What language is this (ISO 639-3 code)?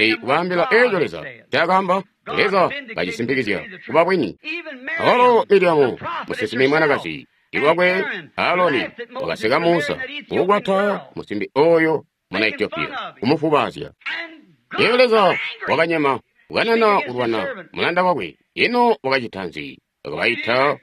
toi